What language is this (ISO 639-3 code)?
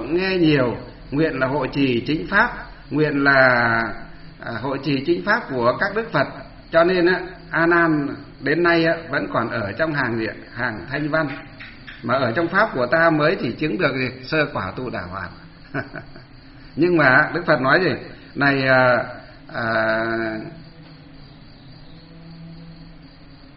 vie